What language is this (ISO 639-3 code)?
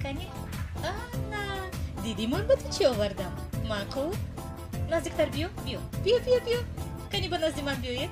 tgk